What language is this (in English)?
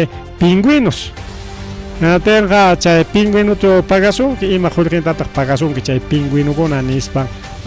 Ayacucho Quechua